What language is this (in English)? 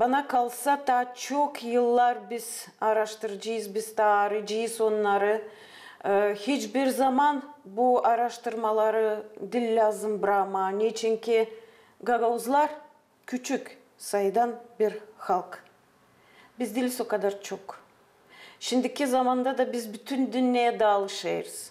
Gagauz